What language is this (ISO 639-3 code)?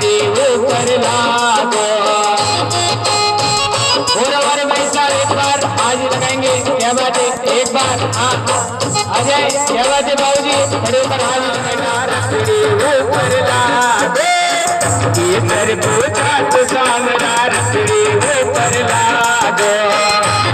hin